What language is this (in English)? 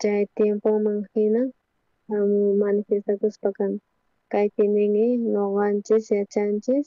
South Bolivian Quechua